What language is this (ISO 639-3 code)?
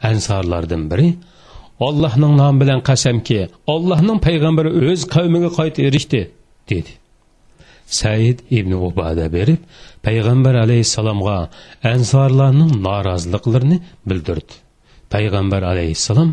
uig